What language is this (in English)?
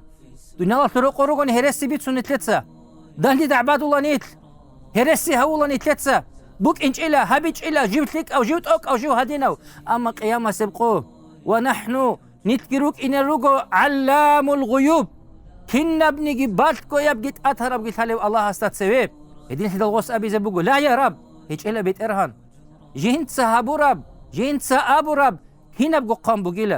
Avaric